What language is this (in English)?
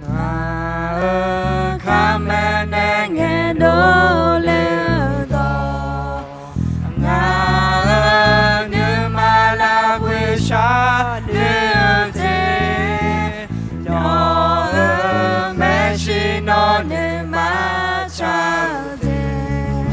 Akha